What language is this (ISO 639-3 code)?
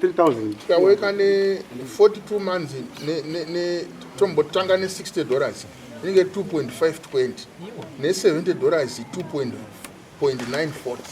sna